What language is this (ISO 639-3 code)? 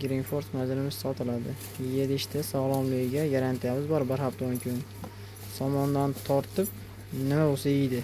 uzb